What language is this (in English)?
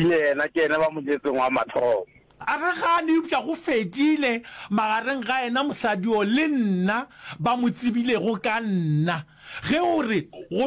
Northern Sotho